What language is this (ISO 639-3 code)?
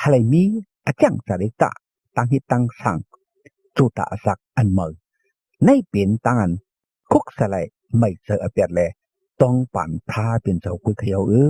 shn